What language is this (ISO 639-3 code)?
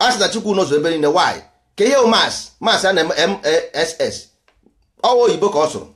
ibo